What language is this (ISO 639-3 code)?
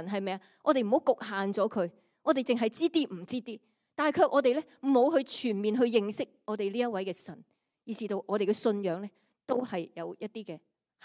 yue